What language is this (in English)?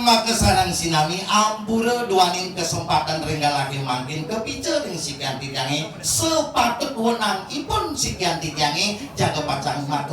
Balinese